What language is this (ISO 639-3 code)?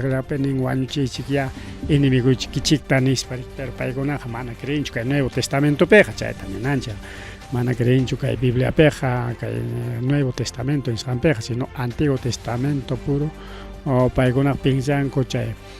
quy